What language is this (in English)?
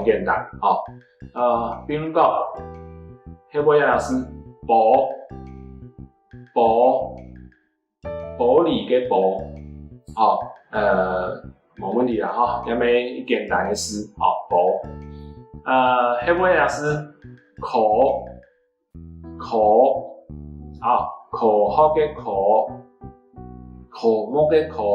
Hakka Chinese